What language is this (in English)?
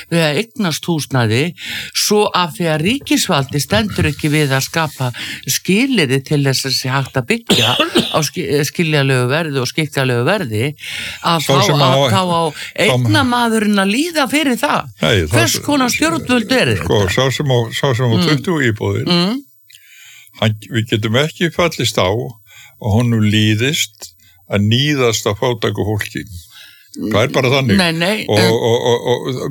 Icelandic